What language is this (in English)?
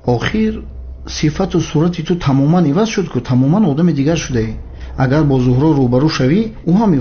Tajik